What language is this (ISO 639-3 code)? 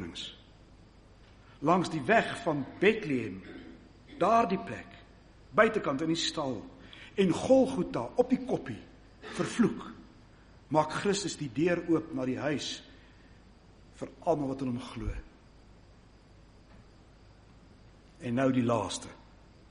afr